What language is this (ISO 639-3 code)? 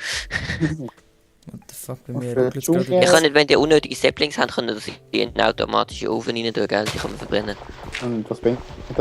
gsw